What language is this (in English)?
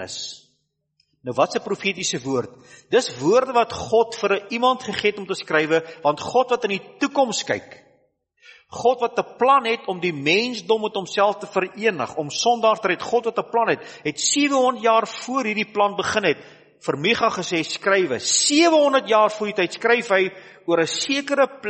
Afrikaans